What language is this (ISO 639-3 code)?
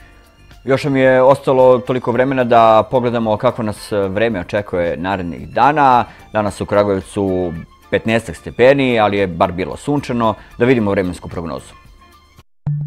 srp